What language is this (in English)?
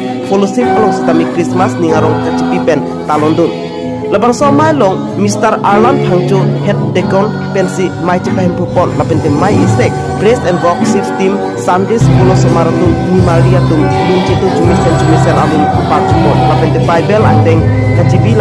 Karbi